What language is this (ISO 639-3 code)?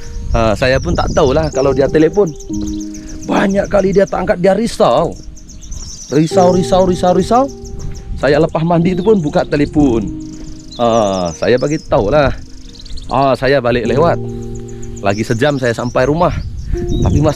msa